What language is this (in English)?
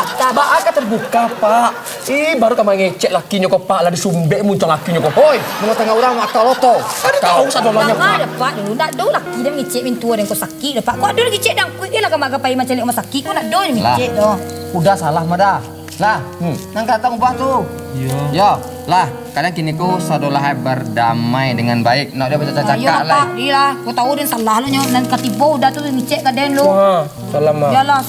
Minangkabau